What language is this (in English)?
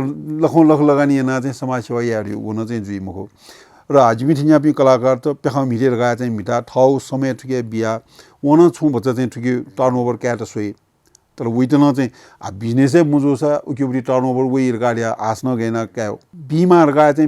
Newari